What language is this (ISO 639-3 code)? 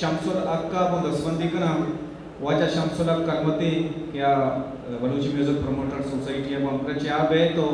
bgp